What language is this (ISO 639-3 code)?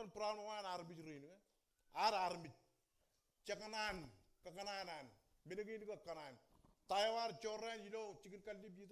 mah